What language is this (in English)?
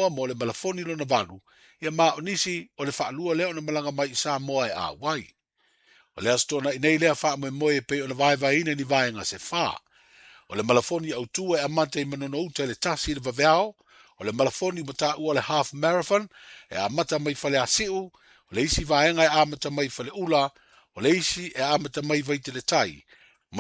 Samoan